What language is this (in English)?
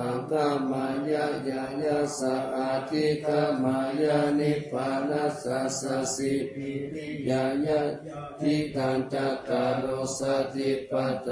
Pali